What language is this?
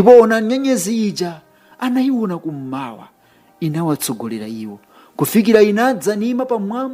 Nyanja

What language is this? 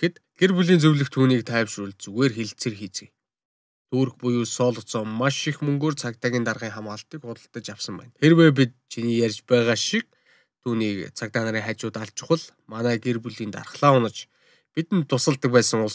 Mongolian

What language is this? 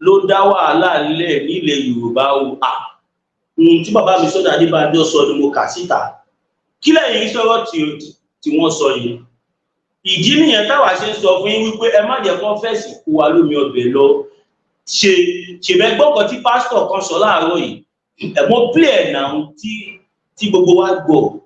Yoruba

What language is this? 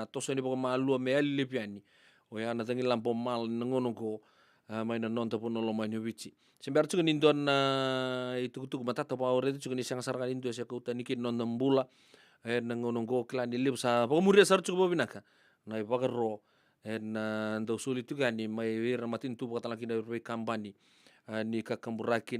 Fijian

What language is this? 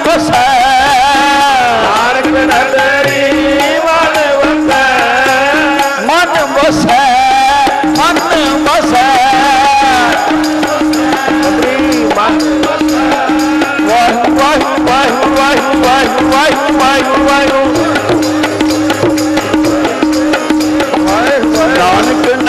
Punjabi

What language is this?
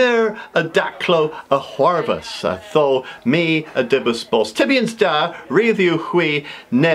Cornish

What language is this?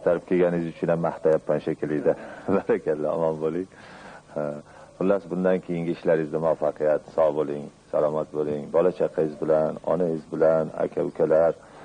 Uzbek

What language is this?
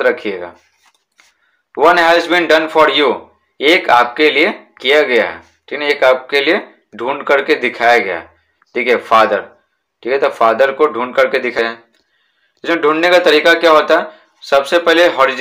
Hindi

